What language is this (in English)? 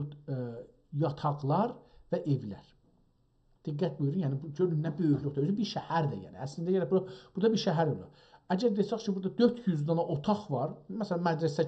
South Azerbaijani